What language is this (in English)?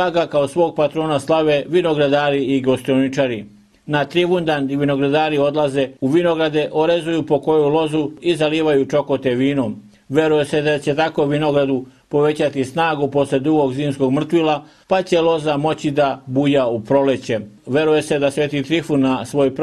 Serbian